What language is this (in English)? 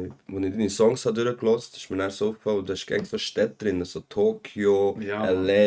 Swiss German